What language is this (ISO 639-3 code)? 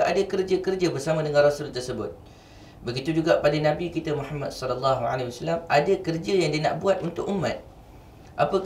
msa